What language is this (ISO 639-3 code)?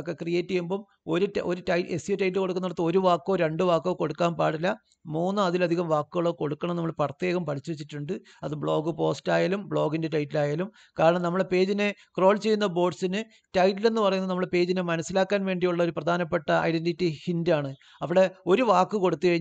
mal